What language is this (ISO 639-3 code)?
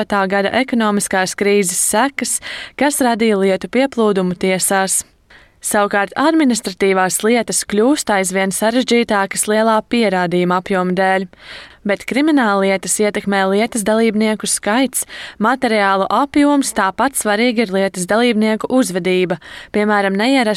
lav